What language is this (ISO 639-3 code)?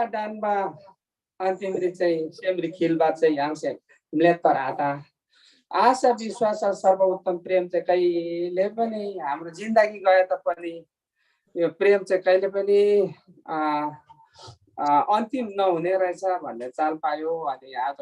taj